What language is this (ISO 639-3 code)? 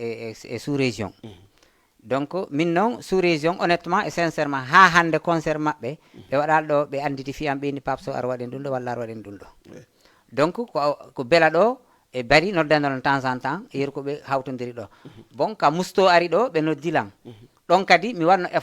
ful